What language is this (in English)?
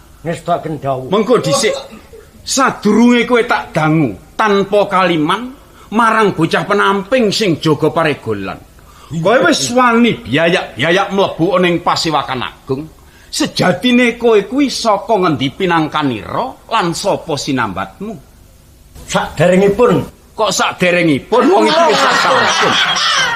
Javanese